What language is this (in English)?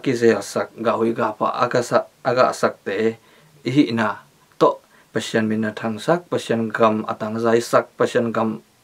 Tedim Chin